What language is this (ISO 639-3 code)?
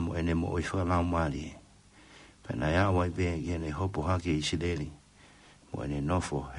ton